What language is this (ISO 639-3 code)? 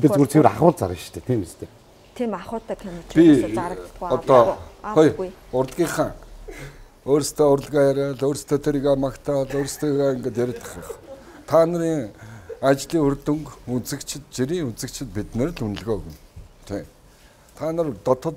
mon